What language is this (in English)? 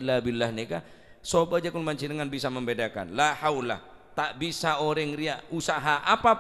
Madurese